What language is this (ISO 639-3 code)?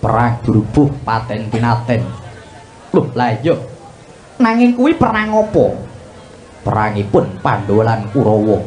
jav